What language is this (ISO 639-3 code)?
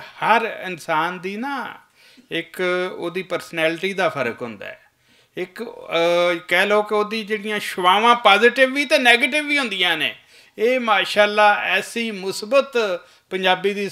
lah